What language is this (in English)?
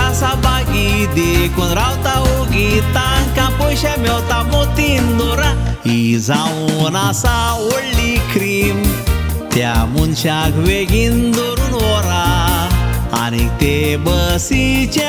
Konkani